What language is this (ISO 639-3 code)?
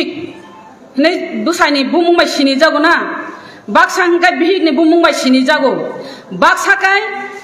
trp